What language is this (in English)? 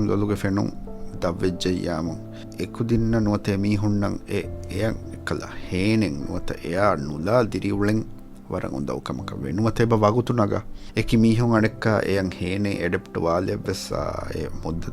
Divehi